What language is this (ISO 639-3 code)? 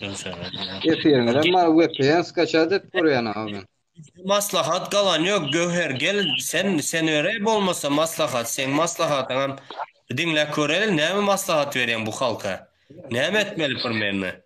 tuk